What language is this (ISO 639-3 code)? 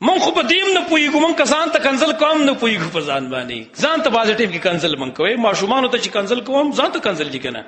pus